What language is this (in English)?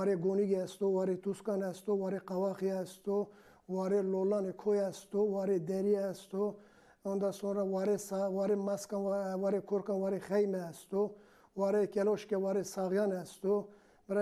Zaza